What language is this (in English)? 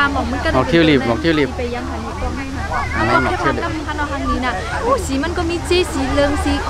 Shan